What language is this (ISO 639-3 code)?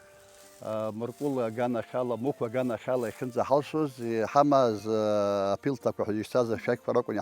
abk